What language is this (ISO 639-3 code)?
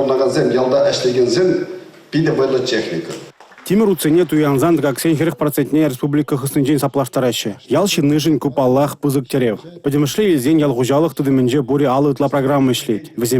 chv